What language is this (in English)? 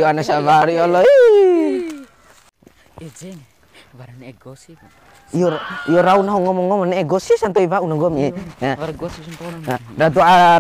Bima